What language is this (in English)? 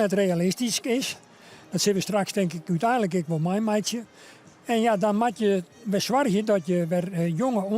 Western Frisian